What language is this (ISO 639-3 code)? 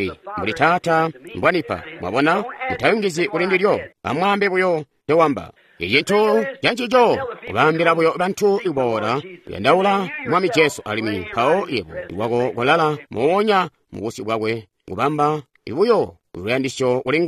toi